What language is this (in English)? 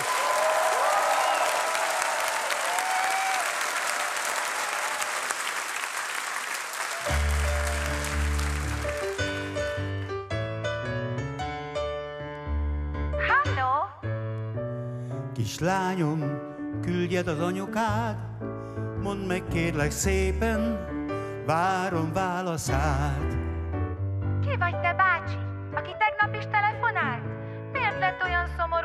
Hungarian